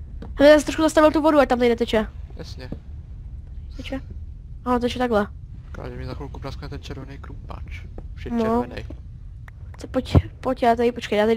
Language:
Czech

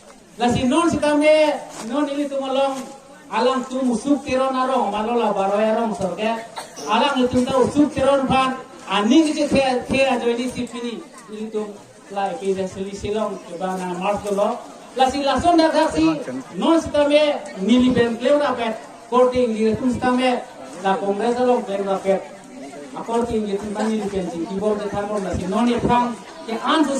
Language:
Karbi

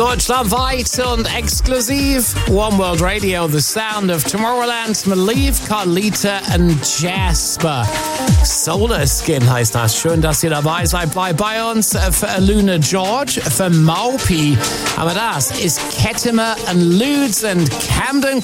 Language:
German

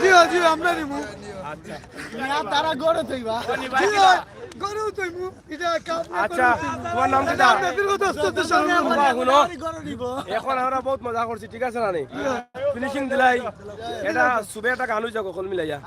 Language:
Sylheti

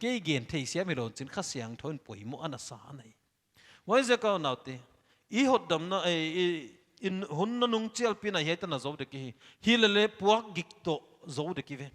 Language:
Paite Chin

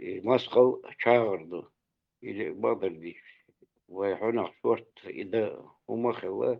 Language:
Chechen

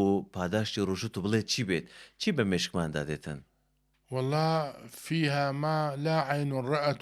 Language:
Central Kurdish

